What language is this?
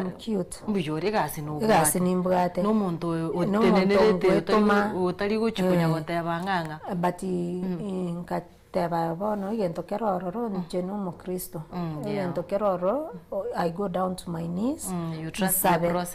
Gusii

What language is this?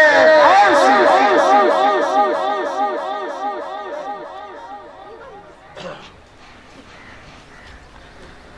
Urdu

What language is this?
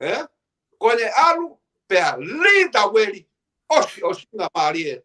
Tongan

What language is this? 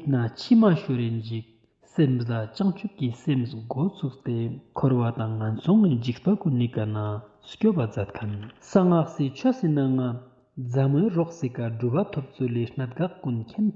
Ladakhi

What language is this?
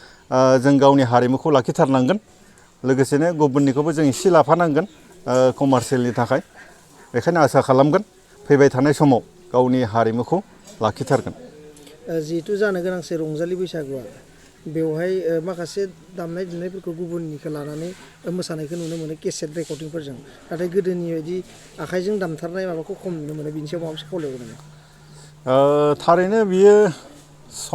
Bodo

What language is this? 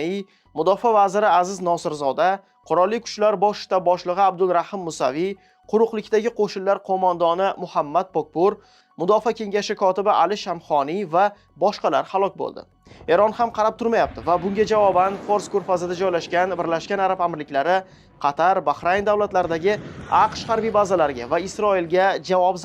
Uzbek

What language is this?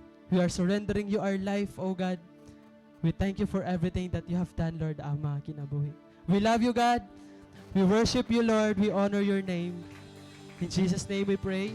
Waray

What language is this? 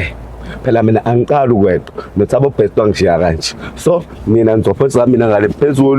Zulu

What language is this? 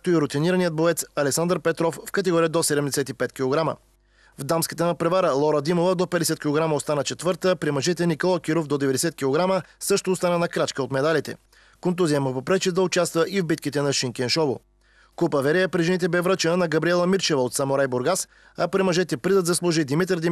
Bulgarian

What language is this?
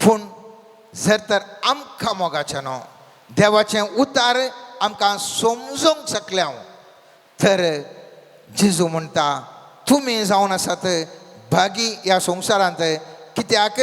Konkani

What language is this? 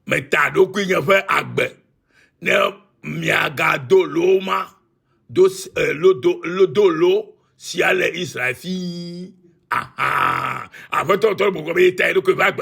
Ewe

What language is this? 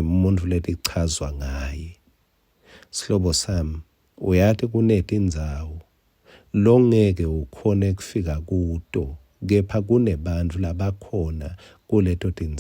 Swati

